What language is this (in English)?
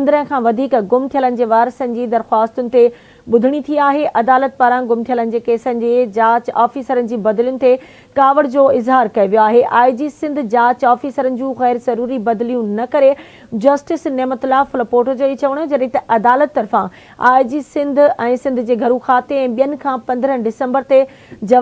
Sindhi